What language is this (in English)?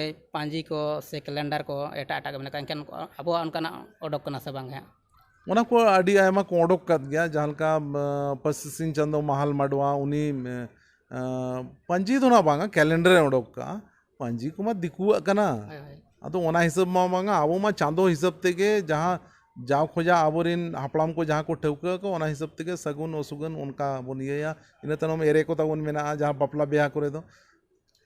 Santali